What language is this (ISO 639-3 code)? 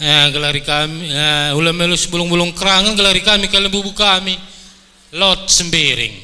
btx